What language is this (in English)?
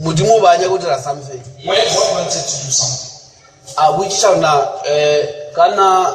Northern Sotho